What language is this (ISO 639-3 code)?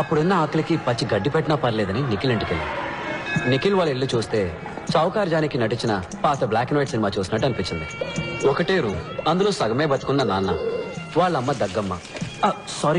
tel